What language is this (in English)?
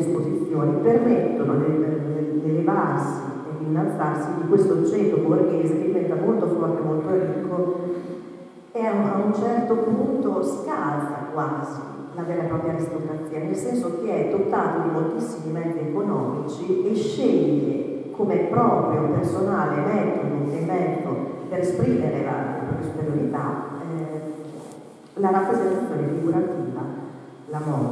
Italian